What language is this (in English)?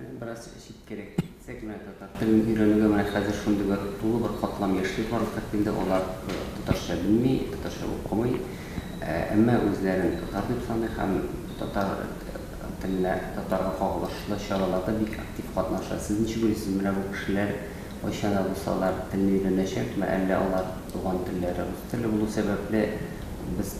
Tatar